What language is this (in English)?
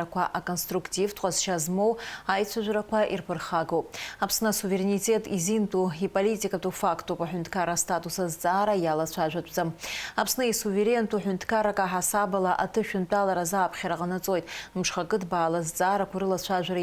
Abkhazian